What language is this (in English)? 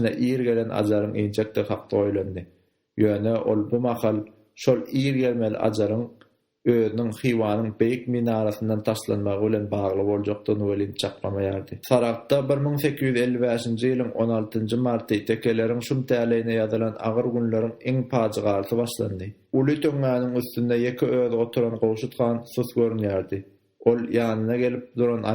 Turkmen